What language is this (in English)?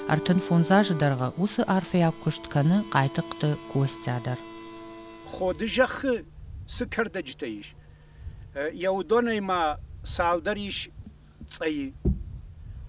Ossetic